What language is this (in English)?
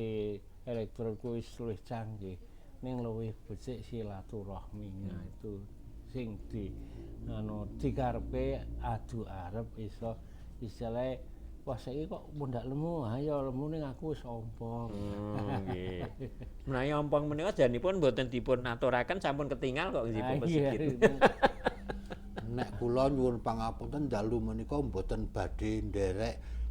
Javanese